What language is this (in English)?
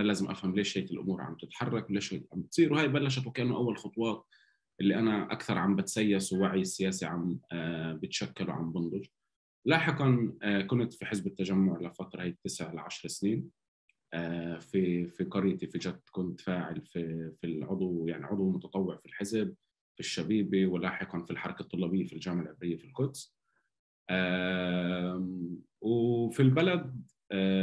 North Levantine Arabic